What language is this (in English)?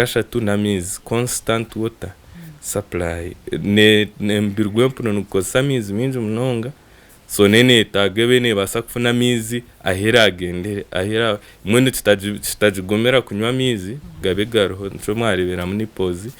Nyankole